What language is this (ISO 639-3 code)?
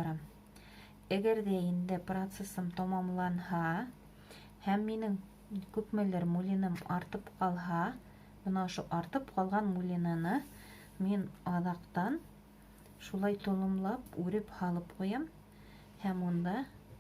bak